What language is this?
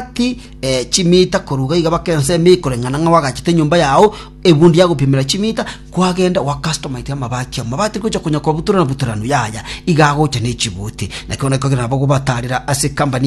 Gusii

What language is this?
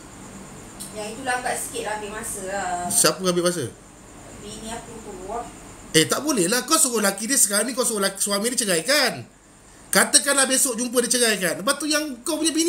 Malay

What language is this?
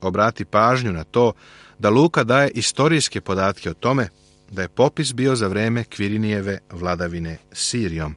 Serbian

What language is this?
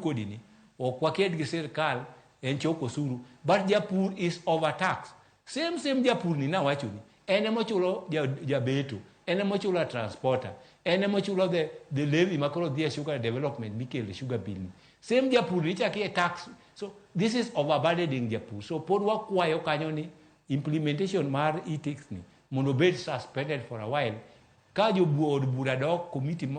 Luo (Kenya and Tanzania)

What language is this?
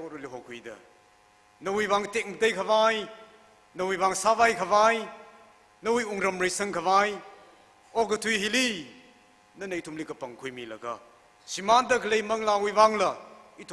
Tangkhul Naga (India)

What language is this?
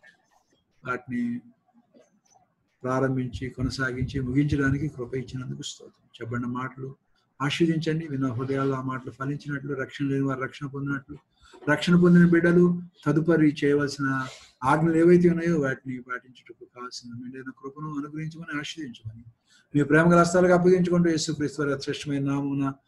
Telugu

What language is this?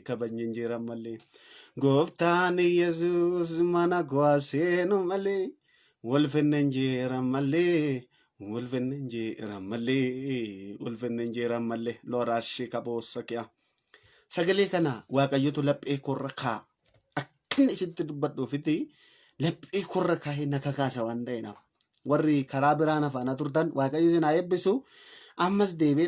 Oromo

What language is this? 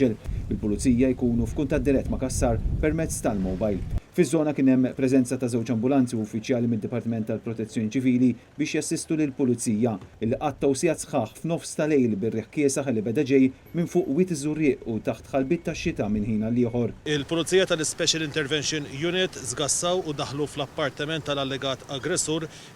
Maltese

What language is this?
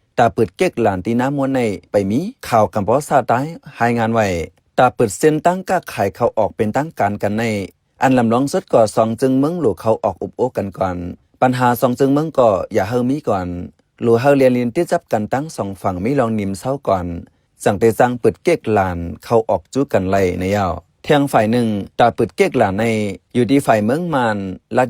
Shan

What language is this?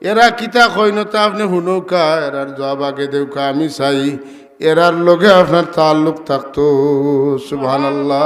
Sylheti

